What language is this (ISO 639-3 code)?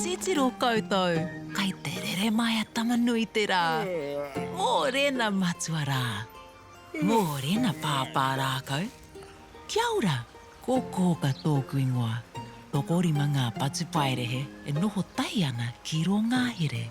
mri